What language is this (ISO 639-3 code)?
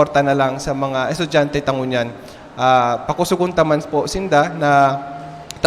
bik